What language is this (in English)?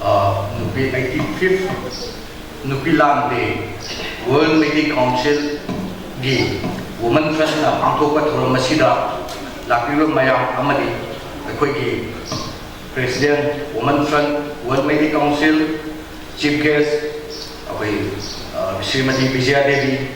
Manipuri